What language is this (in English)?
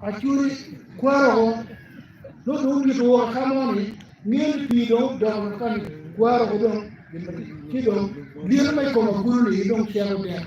Acoli